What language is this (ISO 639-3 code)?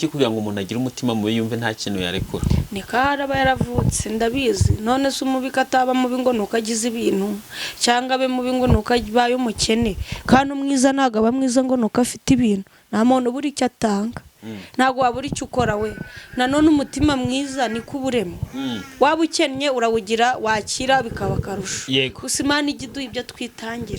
kin